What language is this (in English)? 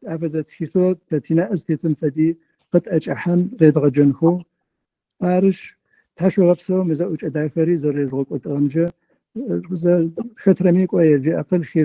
Adyghe